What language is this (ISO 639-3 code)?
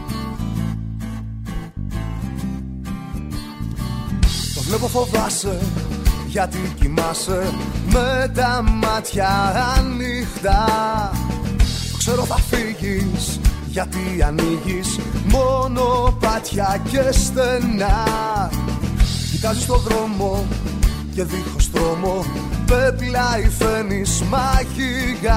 ell